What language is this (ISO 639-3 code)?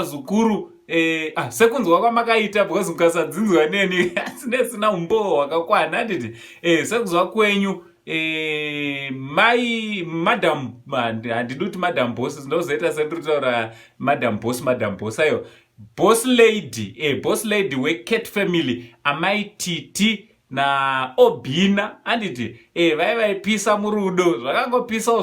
sna